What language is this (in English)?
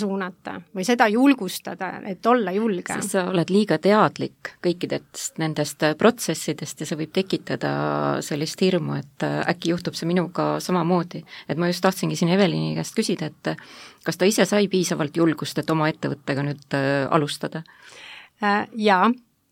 Estonian